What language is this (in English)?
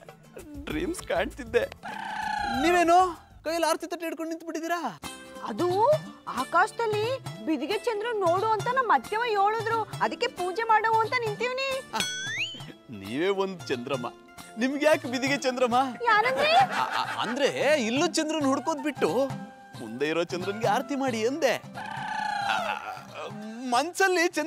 Kannada